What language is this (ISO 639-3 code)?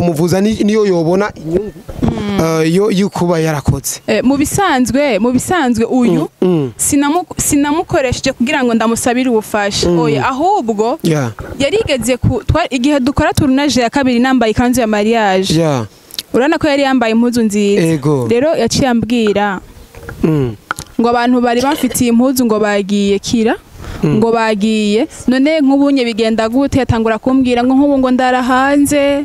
run